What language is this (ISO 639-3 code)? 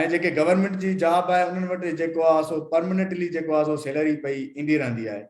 snd